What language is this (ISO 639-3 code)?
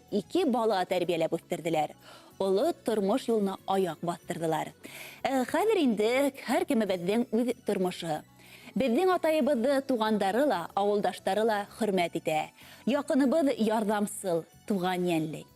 bak